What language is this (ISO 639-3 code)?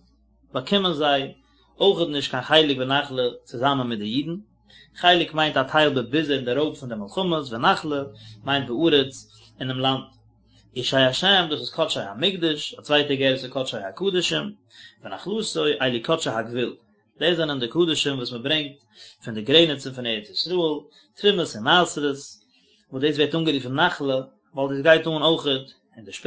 yid